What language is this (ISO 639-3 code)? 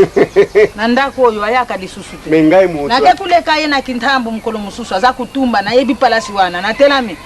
lin